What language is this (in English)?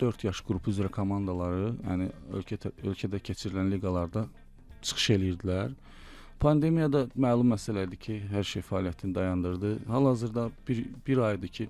Azerbaijani